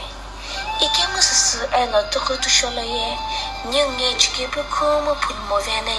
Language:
Sumi Naga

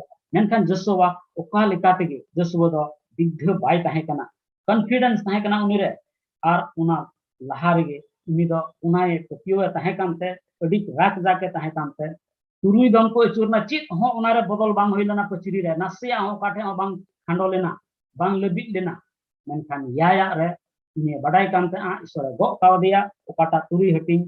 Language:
Santali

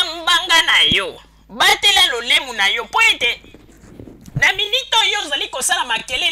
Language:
Lingala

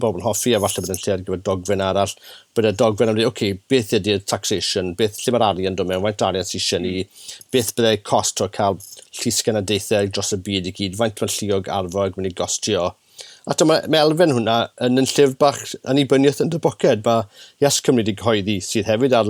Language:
Welsh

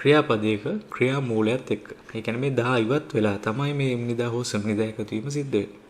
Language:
Sinhala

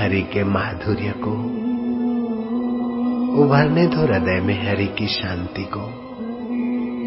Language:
Hindi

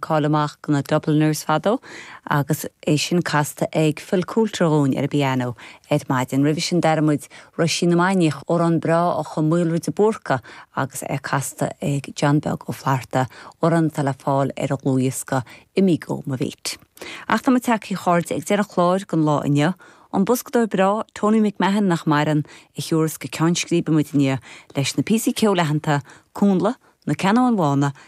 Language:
Irish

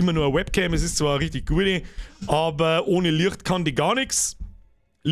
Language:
Bavarian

